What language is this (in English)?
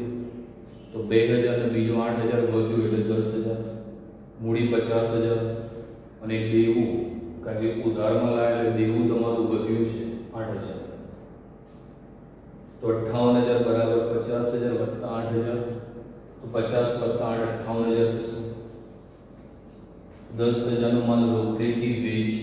Gujarati